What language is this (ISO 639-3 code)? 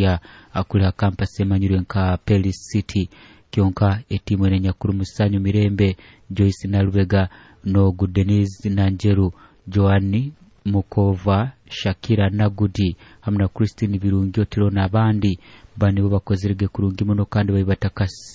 nyo